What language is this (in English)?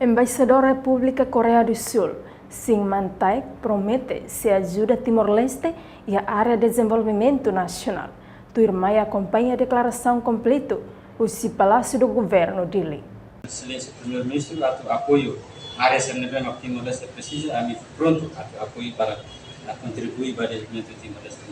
Tetum